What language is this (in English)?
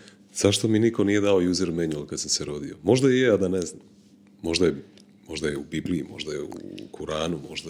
Croatian